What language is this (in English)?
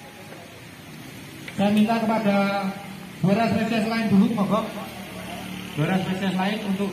Indonesian